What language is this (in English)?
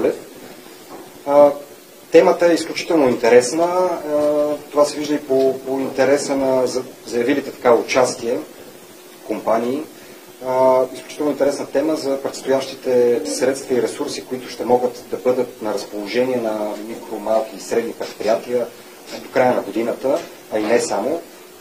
Bulgarian